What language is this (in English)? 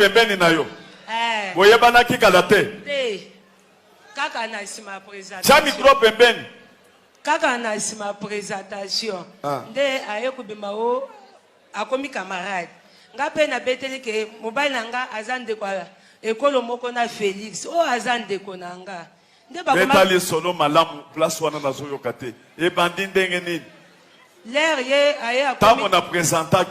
Lingala